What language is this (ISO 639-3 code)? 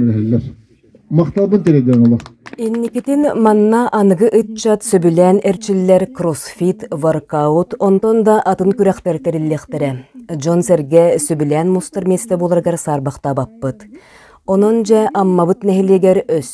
sah